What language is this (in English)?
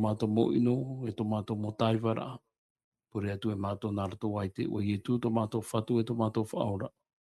Tahitian